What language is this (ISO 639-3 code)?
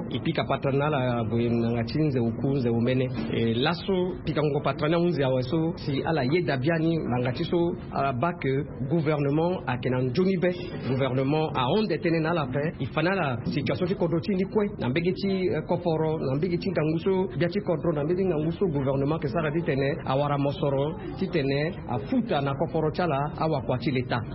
sag